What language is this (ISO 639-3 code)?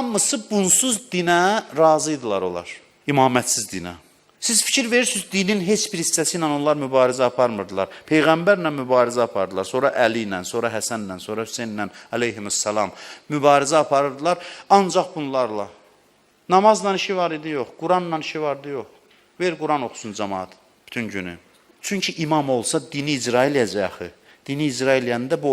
aze